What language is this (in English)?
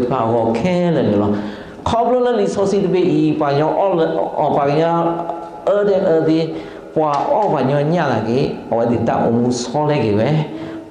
S'gaw Karen